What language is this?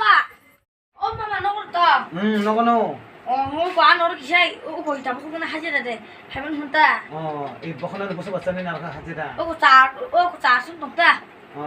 Kok Borok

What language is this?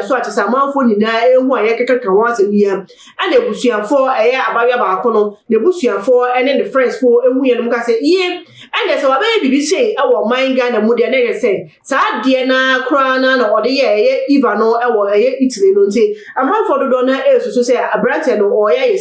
Akan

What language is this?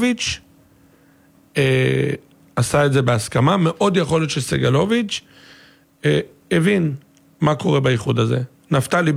Hebrew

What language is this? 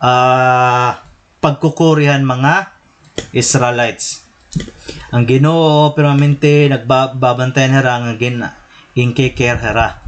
Waray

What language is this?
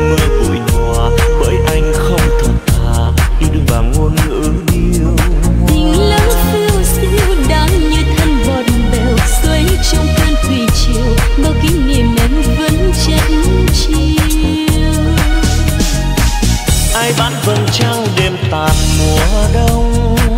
Vietnamese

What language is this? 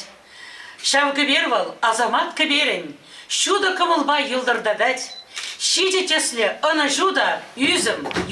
Chuvash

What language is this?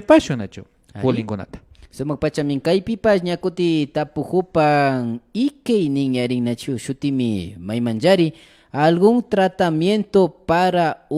Imbabura Highland Quichua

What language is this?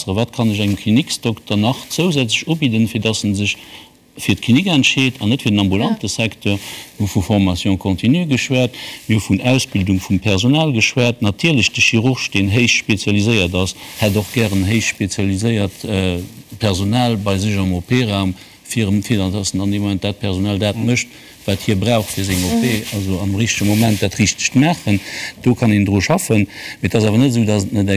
Luxembourgish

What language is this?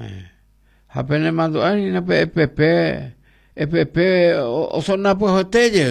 Guarani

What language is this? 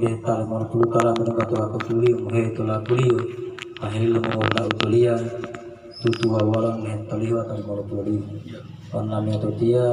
Gorontalo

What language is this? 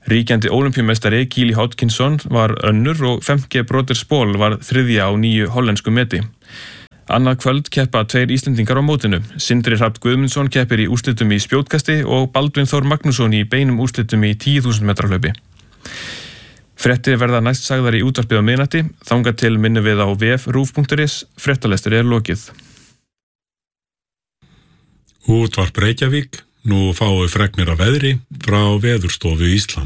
Icelandic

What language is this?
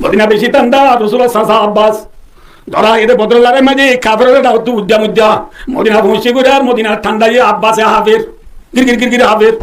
Rohingya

